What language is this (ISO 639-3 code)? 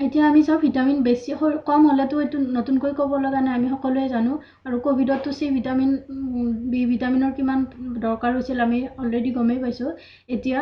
asm